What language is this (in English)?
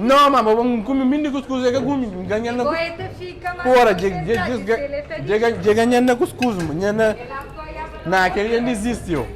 Kabuverdianu